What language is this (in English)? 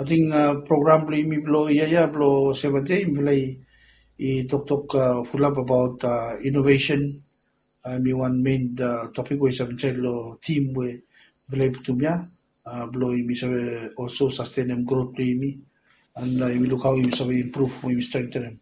Bislama